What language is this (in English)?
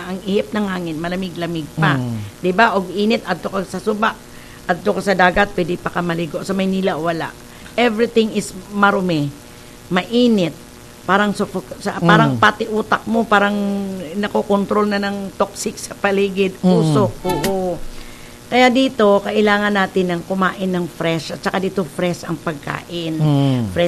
Cebuano